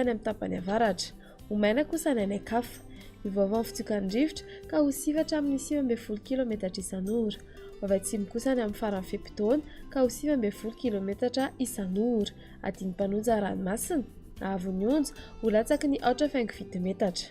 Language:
Malagasy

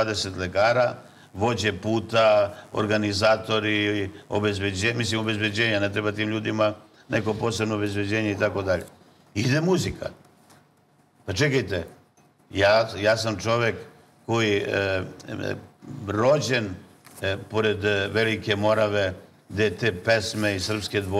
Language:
Serbian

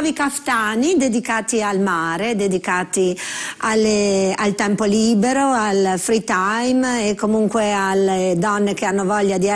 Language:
Italian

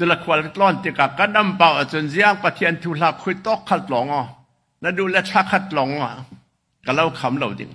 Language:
Hakha Chin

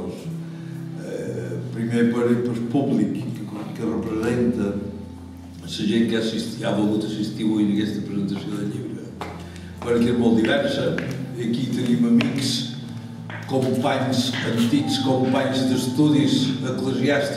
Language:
Catalan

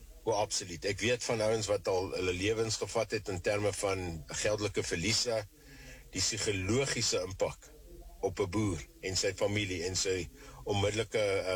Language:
Afrikaans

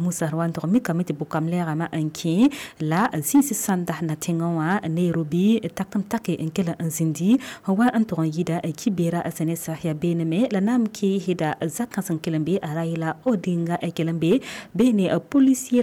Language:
Mossi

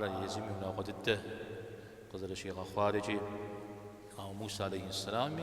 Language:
Kabardian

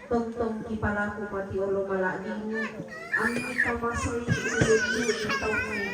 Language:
Toraja-Sa'dan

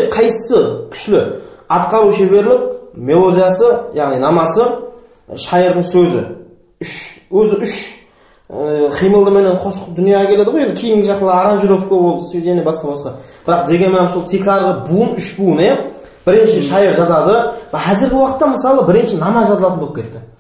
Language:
Kara-Kalpak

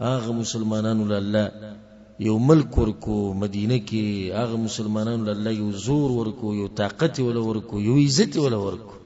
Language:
Pashto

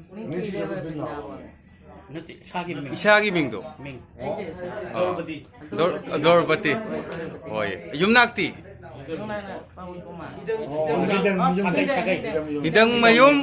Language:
Manipuri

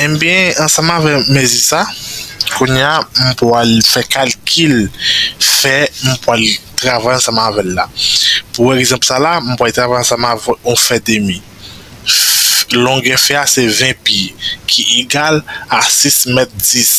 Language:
Haitian Creole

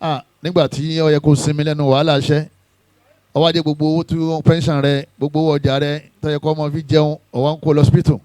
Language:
Yoruba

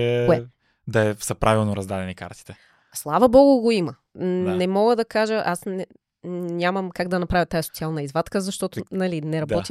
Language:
Bulgarian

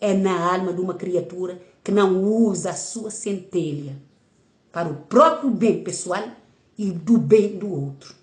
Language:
Kabuverdianu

